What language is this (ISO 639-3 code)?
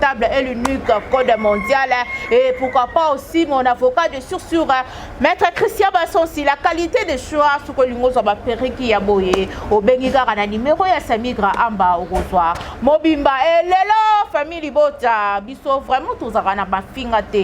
lin